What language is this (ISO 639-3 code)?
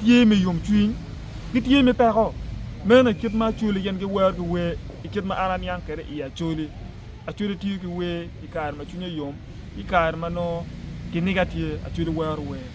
ach